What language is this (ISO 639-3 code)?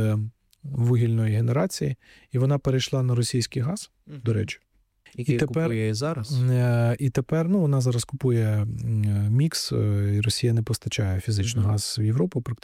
ukr